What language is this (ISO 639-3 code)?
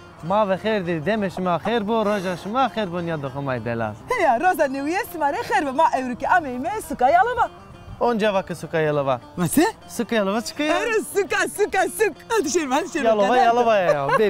zza